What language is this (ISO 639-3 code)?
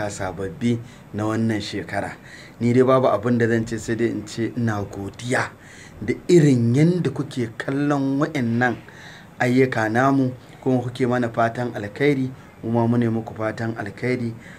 hau